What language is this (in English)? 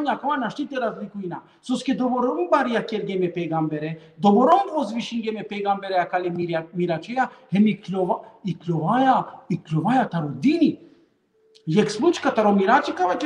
Balkan Romani